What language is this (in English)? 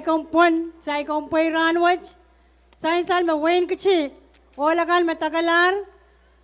Pohnpeian